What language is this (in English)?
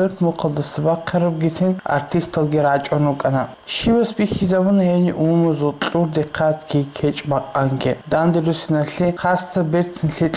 Avaric